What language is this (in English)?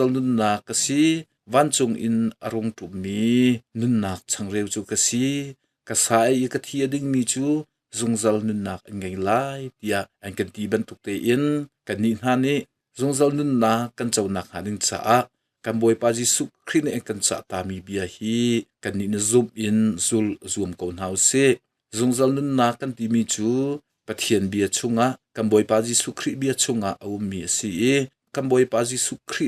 Hakha Chin